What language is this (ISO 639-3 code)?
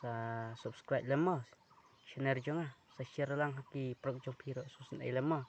kha